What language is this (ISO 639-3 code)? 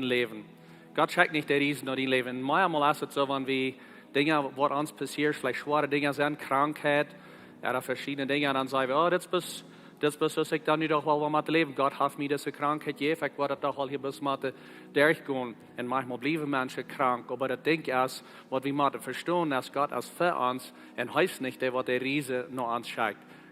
pdt